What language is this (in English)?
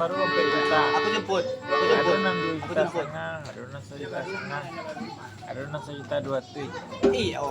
Minangkabau